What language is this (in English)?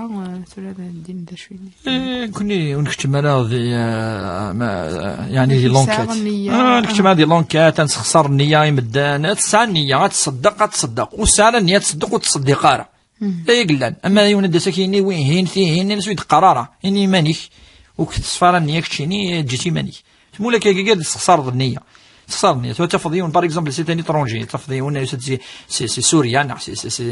Kabyle